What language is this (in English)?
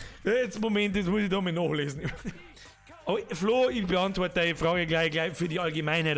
Bavarian